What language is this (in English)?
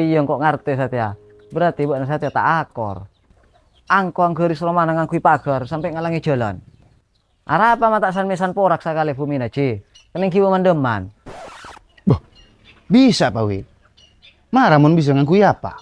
Madurese